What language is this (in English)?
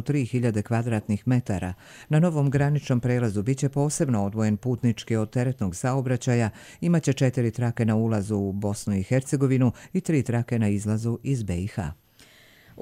Bosnian